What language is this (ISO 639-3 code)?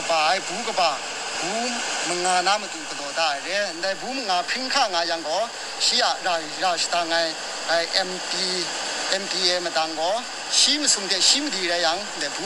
kac